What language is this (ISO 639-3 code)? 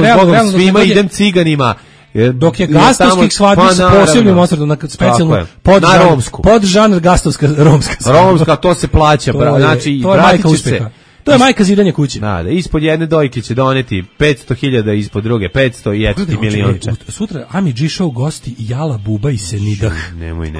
srp